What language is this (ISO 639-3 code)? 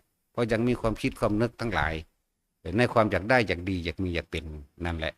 tts